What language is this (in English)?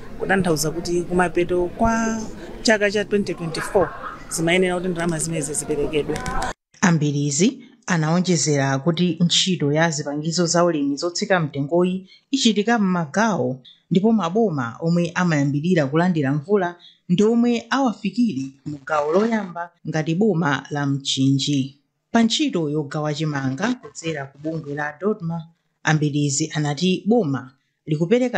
Nyanja